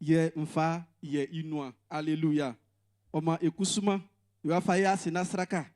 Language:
Baoulé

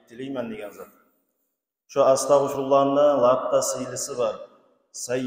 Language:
Kumyk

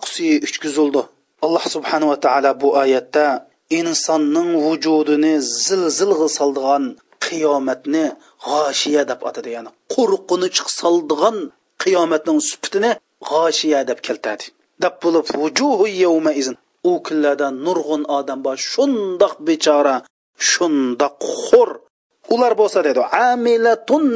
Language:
Uyghur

